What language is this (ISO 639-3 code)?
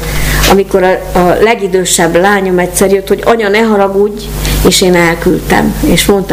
hun